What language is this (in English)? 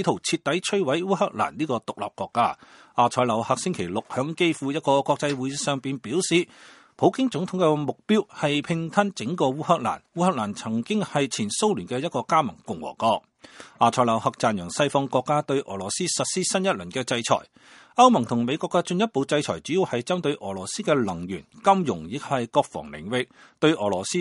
Cantonese